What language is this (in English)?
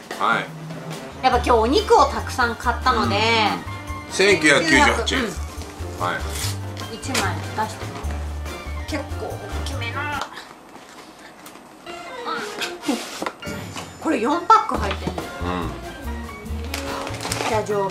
Japanese